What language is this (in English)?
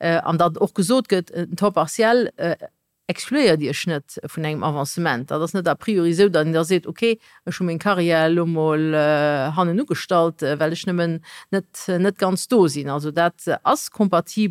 Luxembourgish